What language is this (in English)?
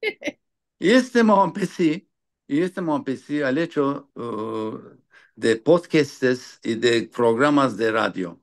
Ladino